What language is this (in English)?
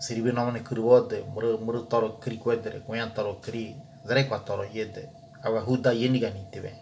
Ngäbere